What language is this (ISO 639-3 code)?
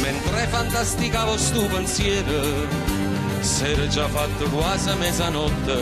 nap